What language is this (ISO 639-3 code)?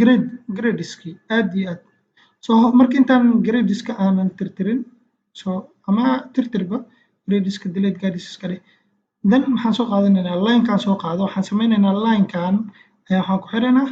som